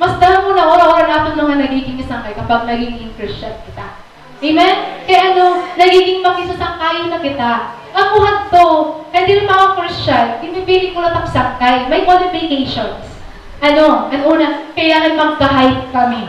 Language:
Waray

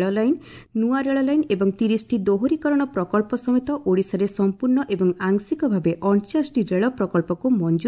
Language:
Odia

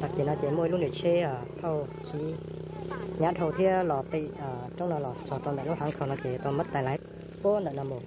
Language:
Hmong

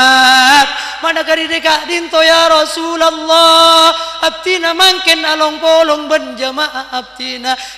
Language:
Madurese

